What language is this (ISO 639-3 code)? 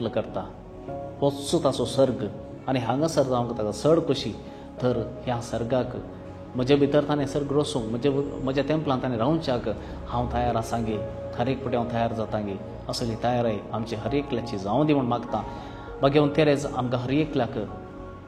kok